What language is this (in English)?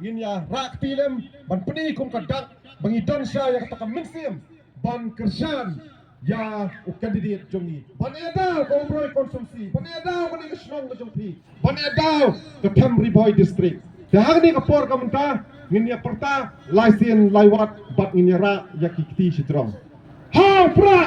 Khasi